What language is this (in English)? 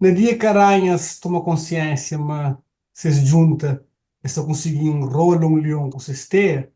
Kabuverdianu